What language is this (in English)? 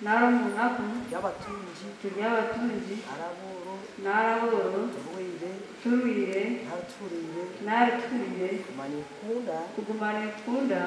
Nyankole